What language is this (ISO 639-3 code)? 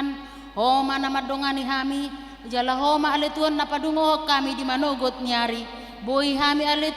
bbc